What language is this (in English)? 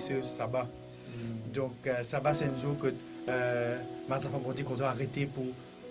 Morisyen